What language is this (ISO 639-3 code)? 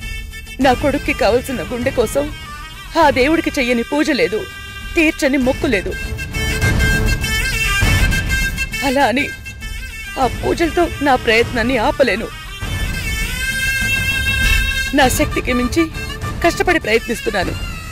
tel